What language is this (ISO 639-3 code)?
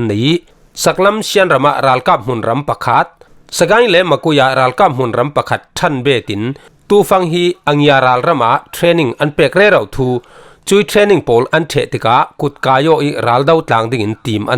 cfm